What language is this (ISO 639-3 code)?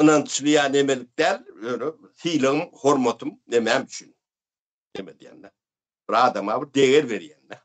tuk